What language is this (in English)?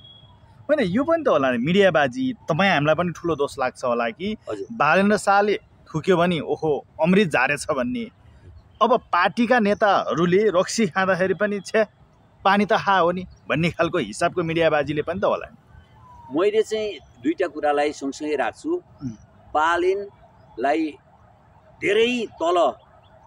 Nepali